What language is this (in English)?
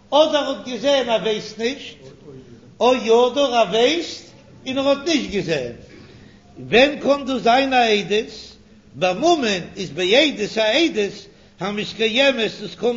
Yiddish